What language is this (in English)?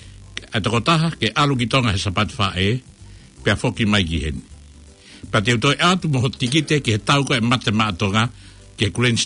Tongan